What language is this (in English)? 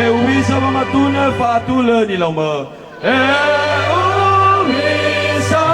Nias